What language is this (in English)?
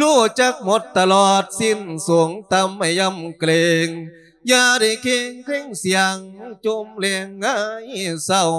Lao